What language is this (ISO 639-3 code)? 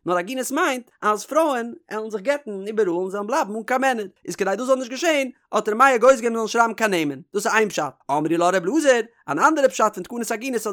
yid